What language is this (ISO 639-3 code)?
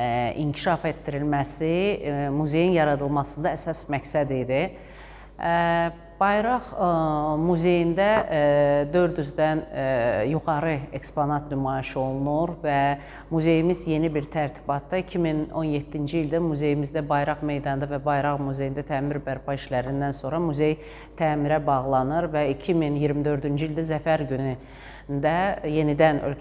aze